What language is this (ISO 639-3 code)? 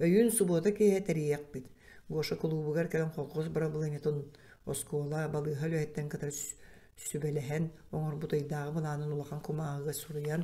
sah